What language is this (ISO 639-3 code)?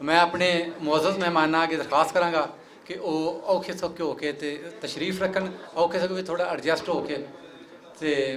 lah